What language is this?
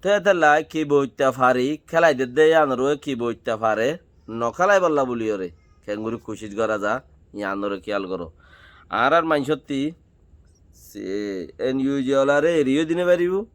Rohingya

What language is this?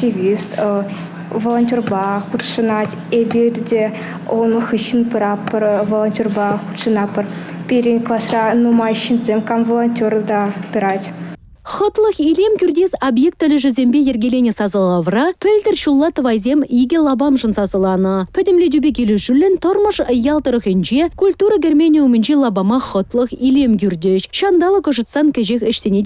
Chuvash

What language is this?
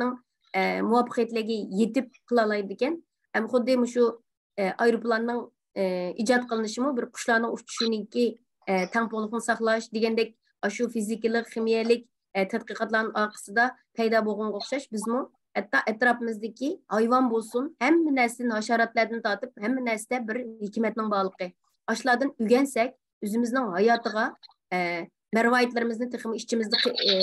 Uyghur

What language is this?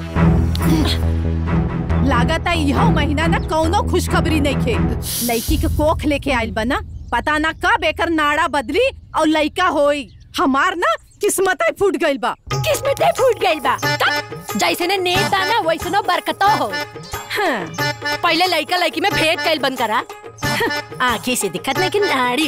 Bhojpuri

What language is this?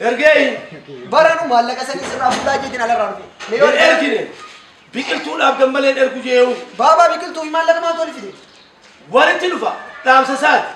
Oromo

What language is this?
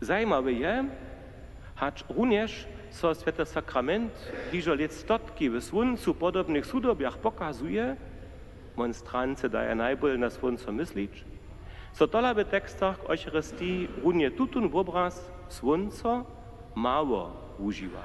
Upper Sorbian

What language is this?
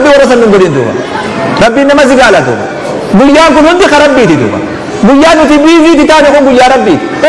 Oromo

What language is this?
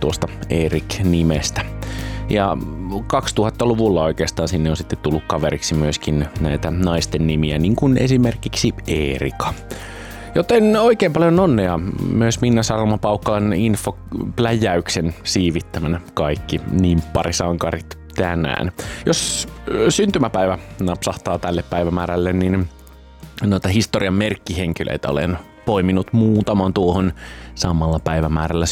Finnish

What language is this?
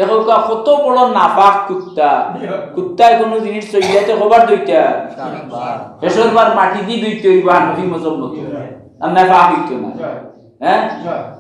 Sylheti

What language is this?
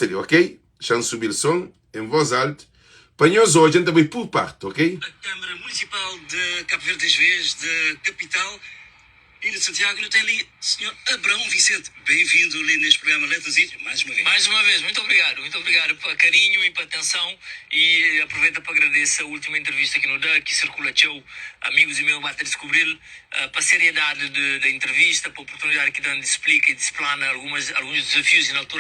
Kabuverdianu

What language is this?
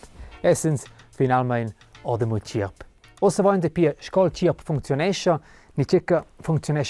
Romansh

